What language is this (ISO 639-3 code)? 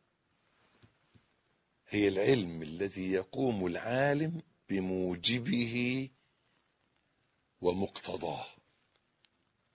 ara